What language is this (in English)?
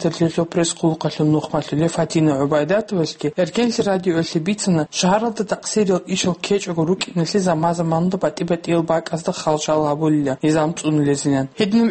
Avaric